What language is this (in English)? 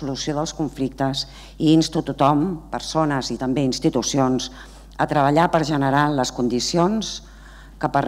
Catalan